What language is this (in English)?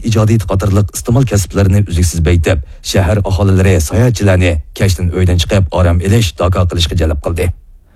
Uyghur